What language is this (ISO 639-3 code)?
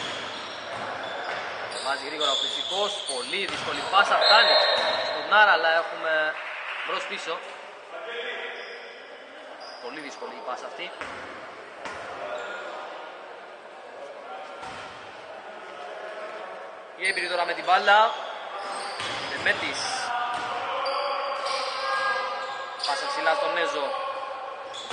ell